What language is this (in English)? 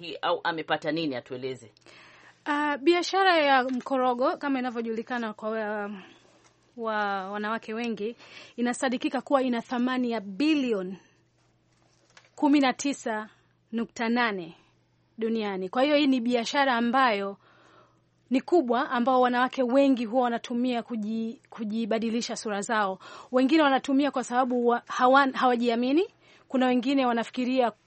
Swahili